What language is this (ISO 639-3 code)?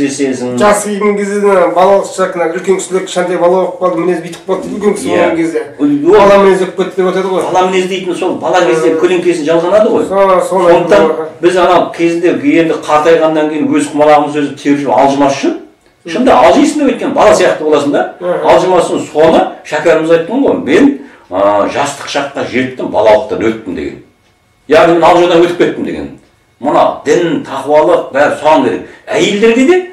kaz